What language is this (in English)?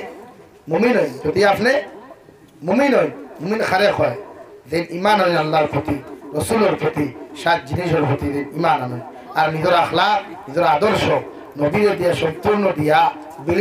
Sylheti